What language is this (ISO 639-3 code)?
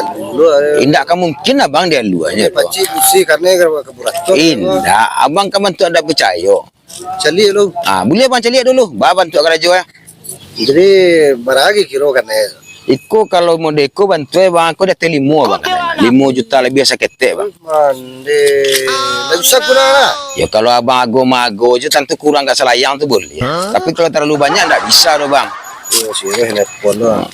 min